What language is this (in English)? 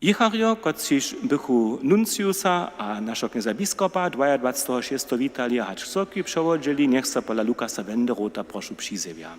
Upper Sorbian